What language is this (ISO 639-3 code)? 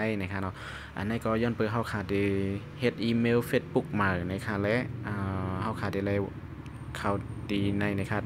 shn